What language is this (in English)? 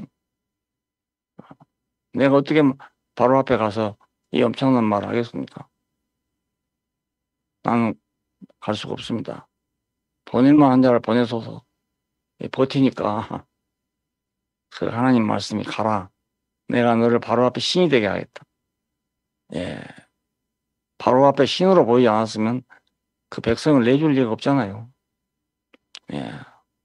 Korean